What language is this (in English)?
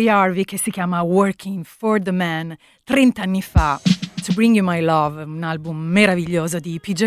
Italian